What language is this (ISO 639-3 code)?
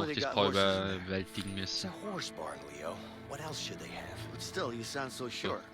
bar